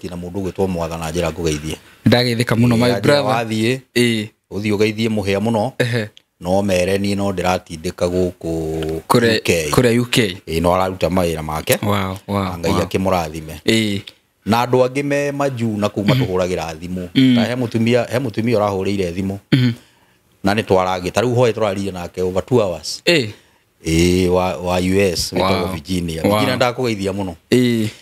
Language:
Kikuyu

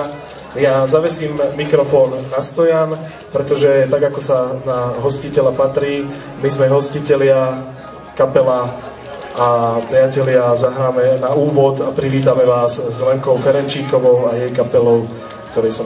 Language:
Slovak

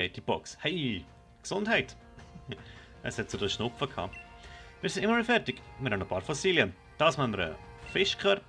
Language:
Swiss German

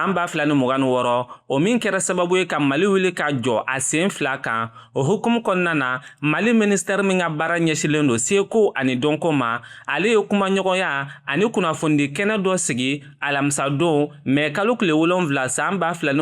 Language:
Bambara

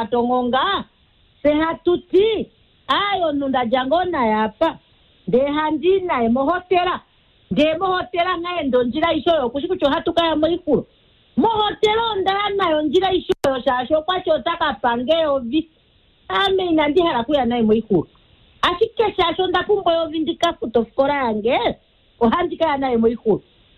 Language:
Kuanyama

